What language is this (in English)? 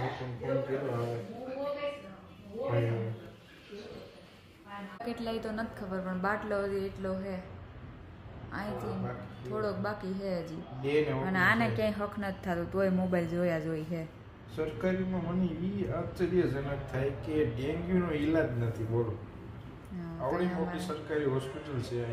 Gujarati